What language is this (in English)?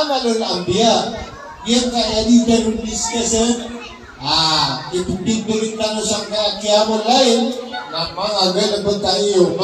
Maranao